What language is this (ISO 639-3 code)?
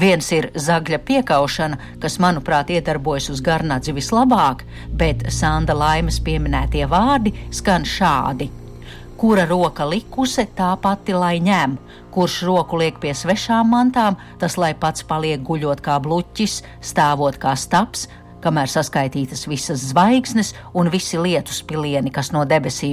lav